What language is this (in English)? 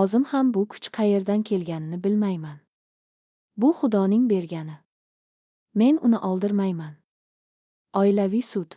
Uzbek